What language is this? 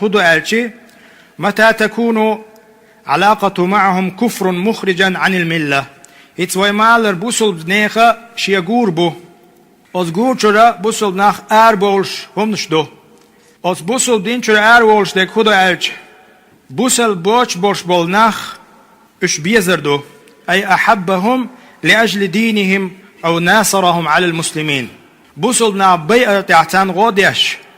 Chechen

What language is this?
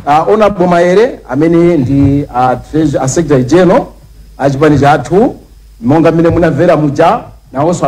Nyanja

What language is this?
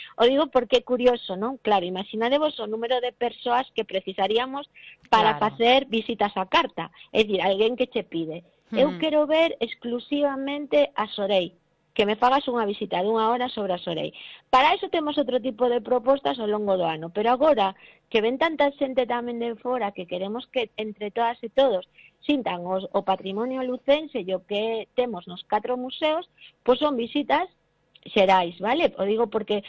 Galician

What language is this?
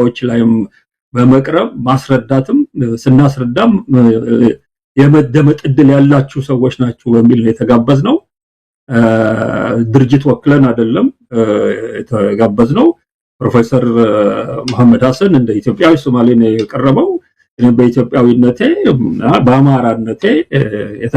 Amharic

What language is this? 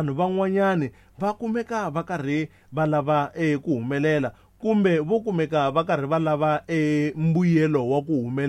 Tsonga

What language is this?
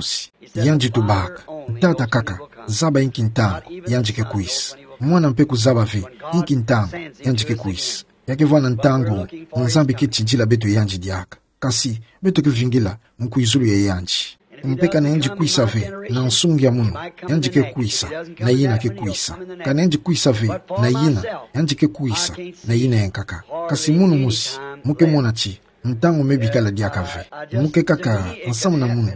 Kituba (Democratic Republic of Congo)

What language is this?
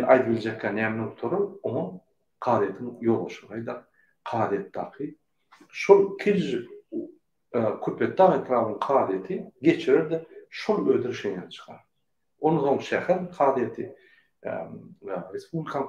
Turkmen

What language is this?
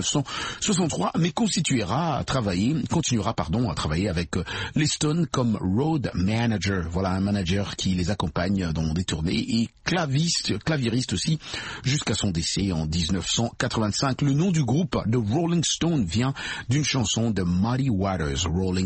French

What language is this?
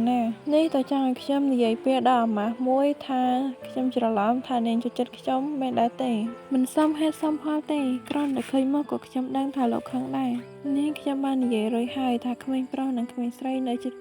Khmer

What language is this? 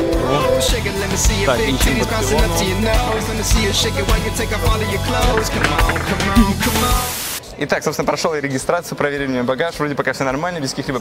Russian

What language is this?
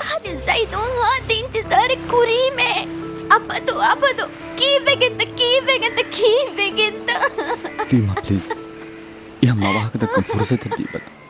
Divehi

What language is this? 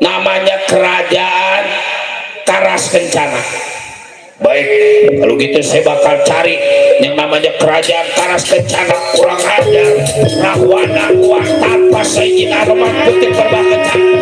Betawi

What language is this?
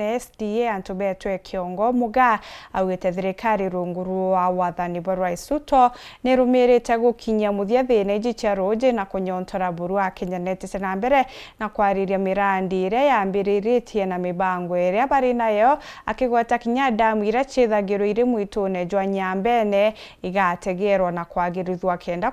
Meru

